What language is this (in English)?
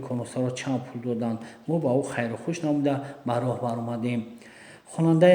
Tajik